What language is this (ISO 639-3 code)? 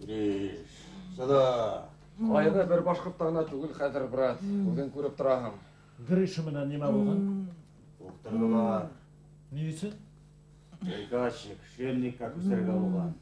bak